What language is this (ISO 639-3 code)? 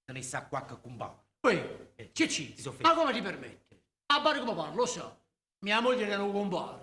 nap